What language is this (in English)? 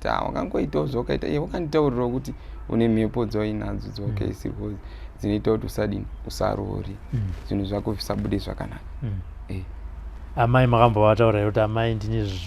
Shona